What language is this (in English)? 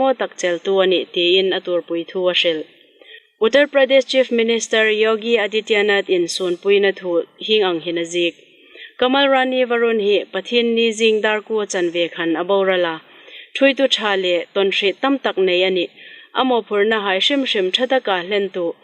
Hmar